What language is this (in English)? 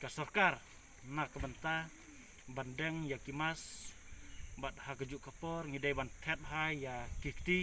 Khasi